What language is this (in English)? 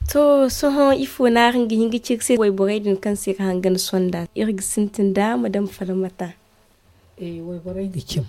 Zarma